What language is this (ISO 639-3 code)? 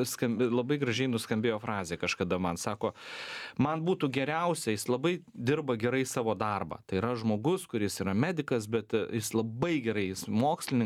lit